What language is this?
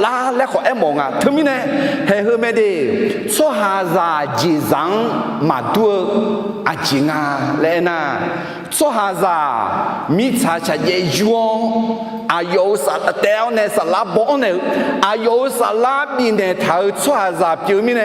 Akha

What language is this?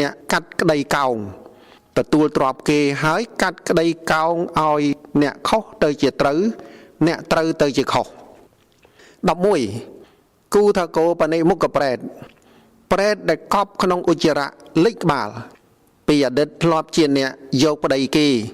Khmer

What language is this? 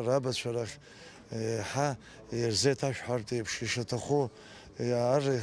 Abkhazian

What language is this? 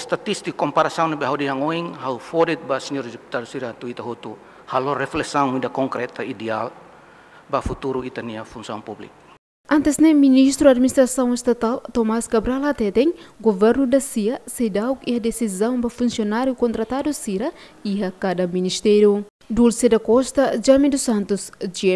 Tetum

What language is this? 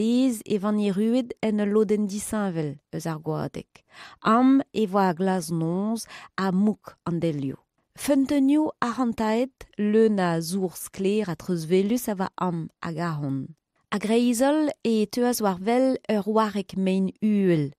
Breton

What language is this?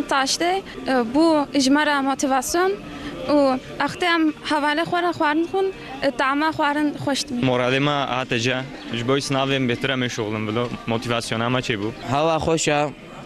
Kurdish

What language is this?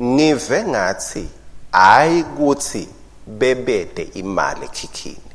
Swati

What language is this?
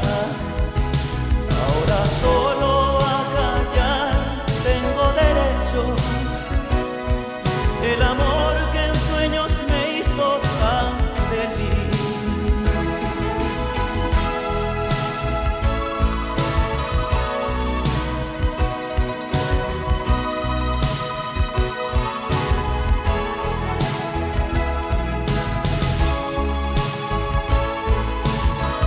Spanish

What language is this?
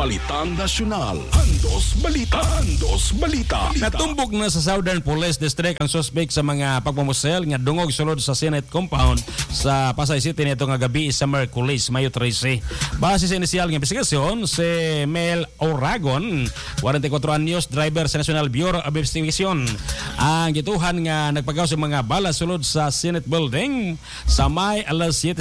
Cebuano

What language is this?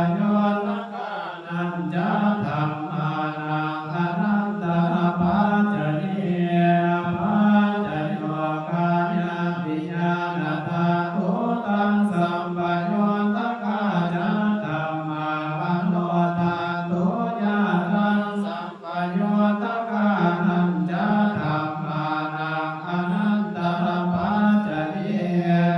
Pali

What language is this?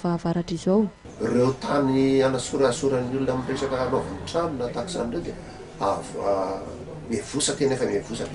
Malagasy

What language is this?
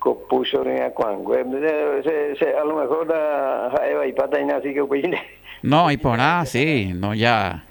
Guarani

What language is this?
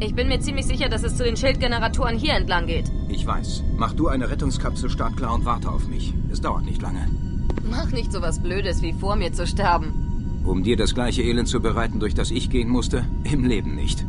Bavarian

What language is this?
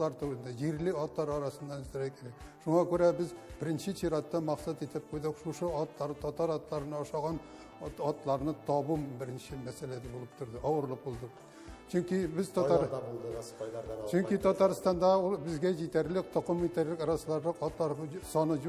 Tatar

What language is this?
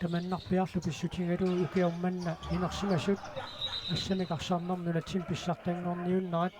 Kalaallisut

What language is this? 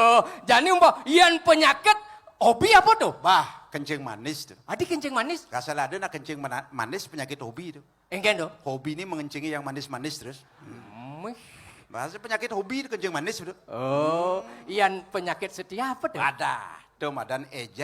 Balinese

